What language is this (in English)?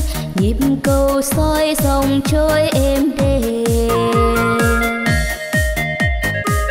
Vietnamese